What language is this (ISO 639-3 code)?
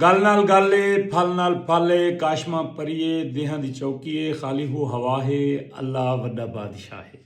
skr